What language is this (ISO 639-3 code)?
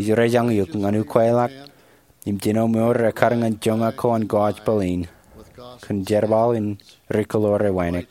mah